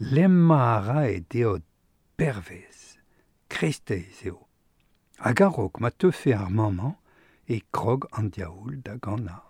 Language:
Breton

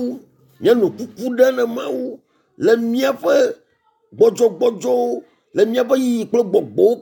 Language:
Ewe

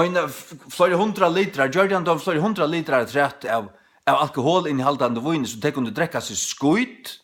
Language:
Faroese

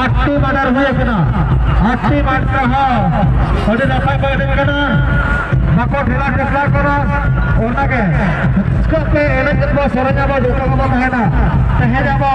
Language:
Santali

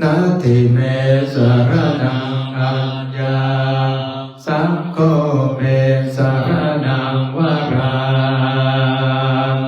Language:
Pali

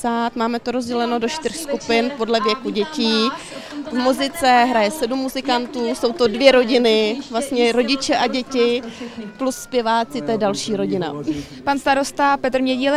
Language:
Czech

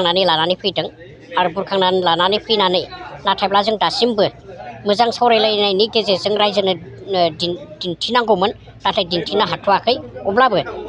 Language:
Bodo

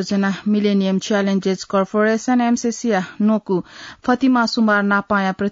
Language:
Newari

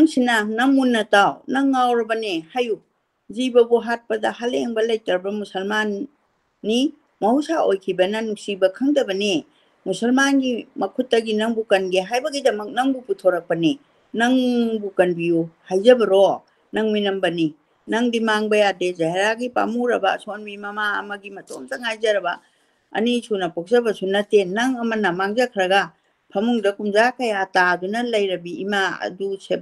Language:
Manipuri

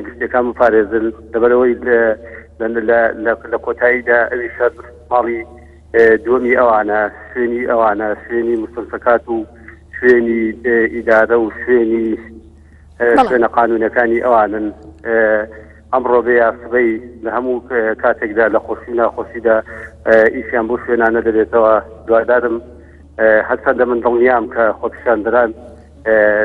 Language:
Central Kurdish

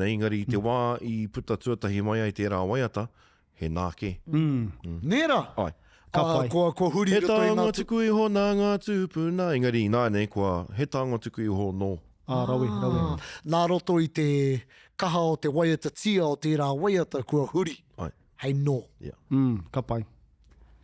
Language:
Māori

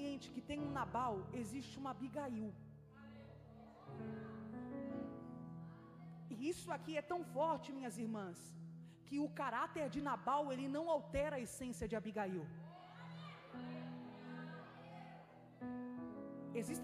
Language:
Portuguese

